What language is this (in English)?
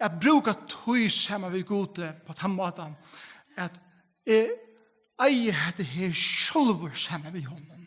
Faroese